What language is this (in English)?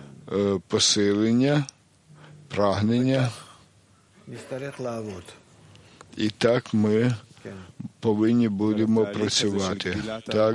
Ukrainian